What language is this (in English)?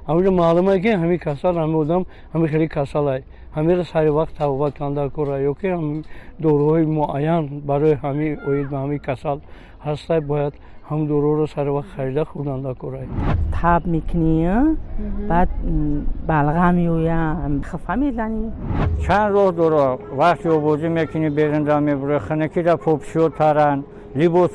Tajik